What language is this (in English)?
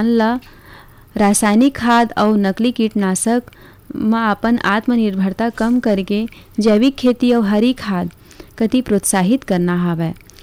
Chhattisgarhi